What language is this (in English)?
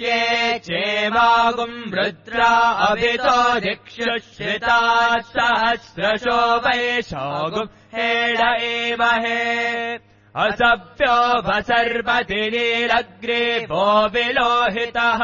Sanskrit